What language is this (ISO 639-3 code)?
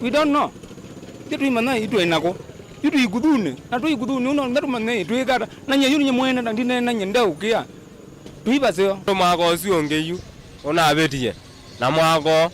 kam